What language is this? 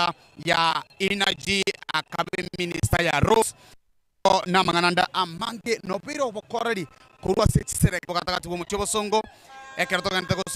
Gusii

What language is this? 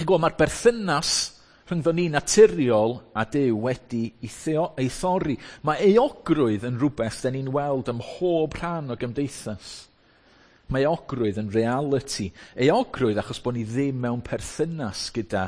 Welsh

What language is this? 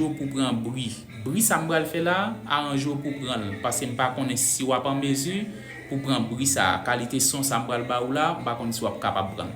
Haitian Creole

